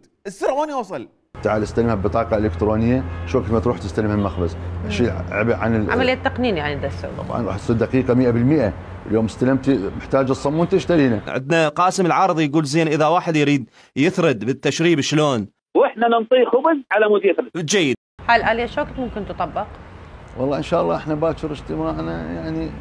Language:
Mesopotamian Arabic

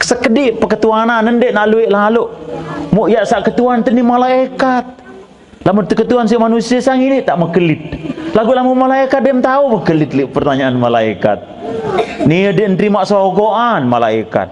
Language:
Sasak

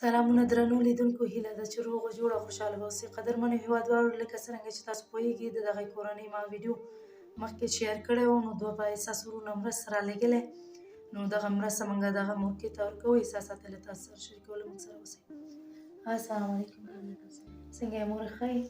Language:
Pashto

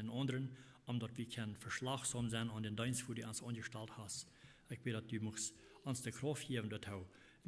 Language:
Plautdietsch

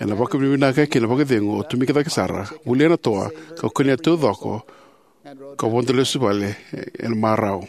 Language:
Fijian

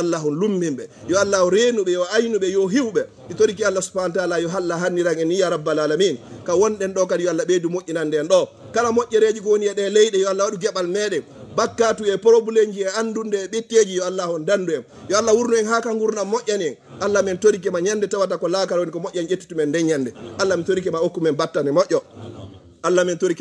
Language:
Fula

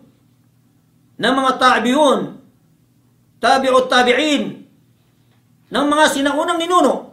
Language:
Filipino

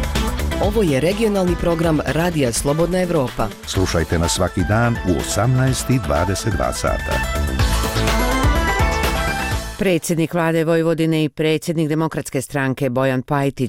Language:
Bosnian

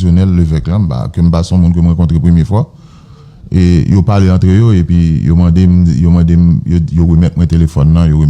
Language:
Haitian Creole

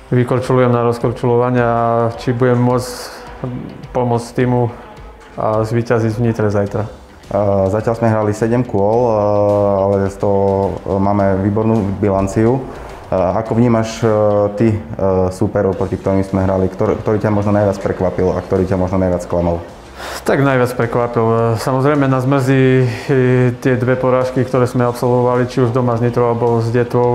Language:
Slovak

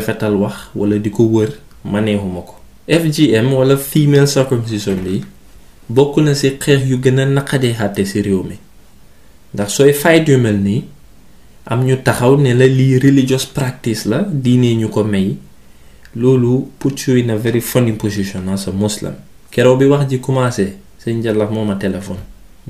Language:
Wolof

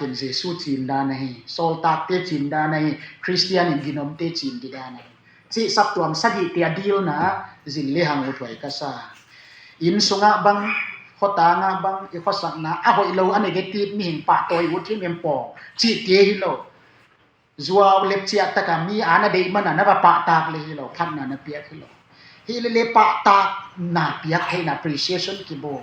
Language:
Tedim Chin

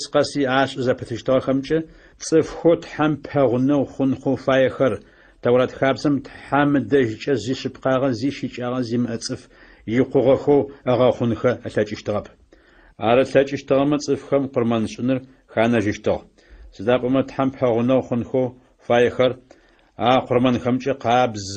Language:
Adyghe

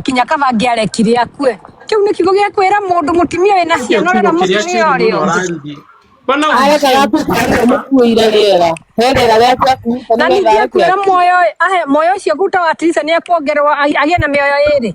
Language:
Kikuyu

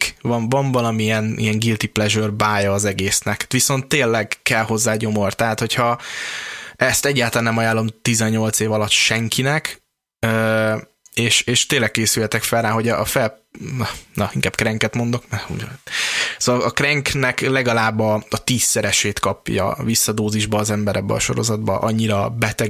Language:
Hungarian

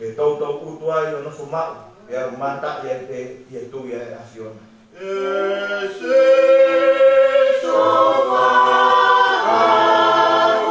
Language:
Tongan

